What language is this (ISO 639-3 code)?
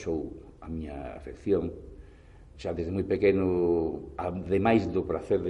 glg